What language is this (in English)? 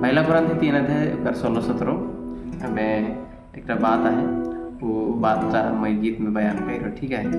Sadri